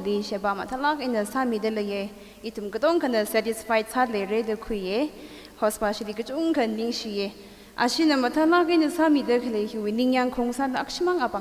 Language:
Tangkhul Naga (India)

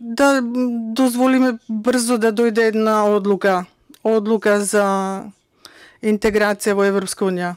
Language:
Macedonian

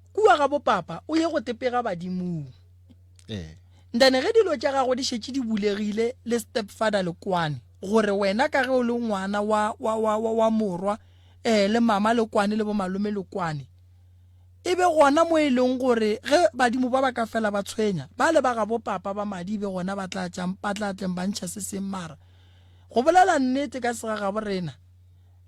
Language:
Northern Sotho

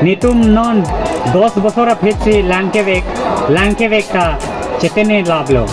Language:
Karbi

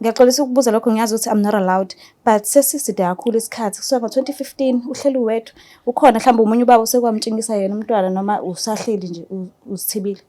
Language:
Zulu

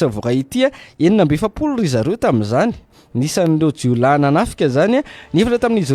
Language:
Malagasy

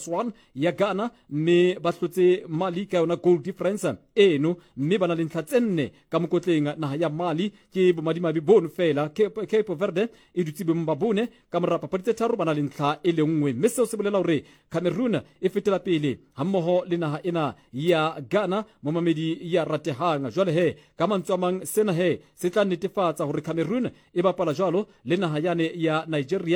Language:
Southern Sotho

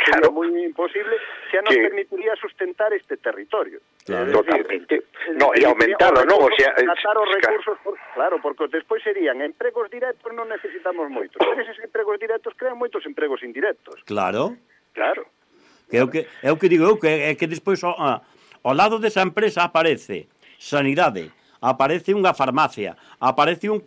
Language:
Galician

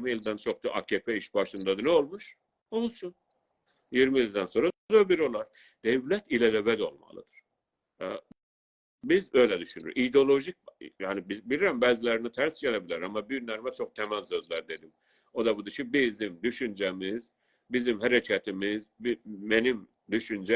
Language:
South Azerbaijani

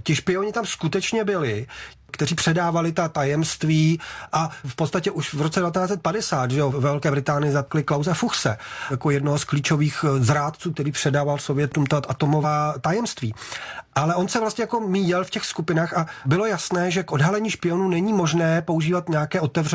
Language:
Czech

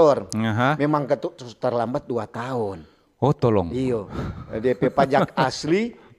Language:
Manado Malay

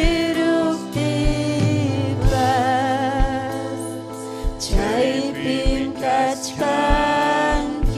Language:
Ayacucho Quechua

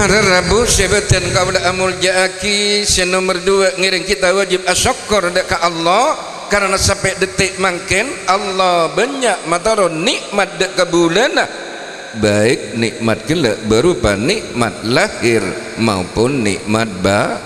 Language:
Madurese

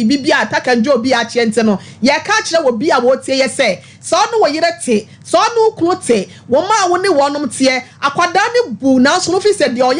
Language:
Akan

